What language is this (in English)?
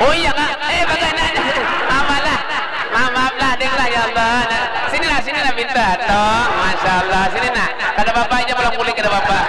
Banjar